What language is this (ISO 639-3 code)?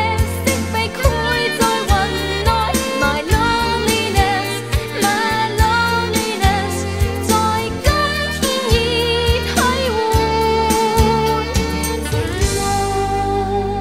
zho